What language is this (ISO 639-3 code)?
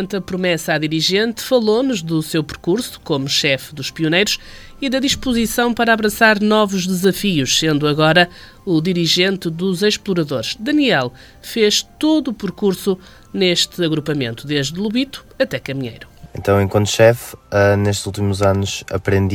por